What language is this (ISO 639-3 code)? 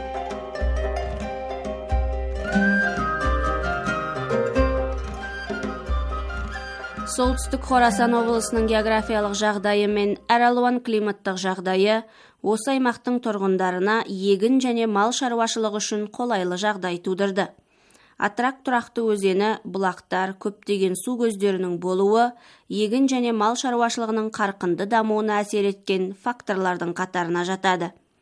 kaz